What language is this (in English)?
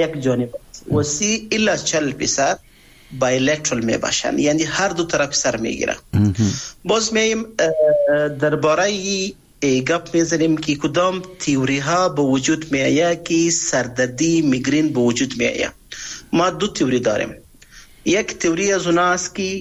Persian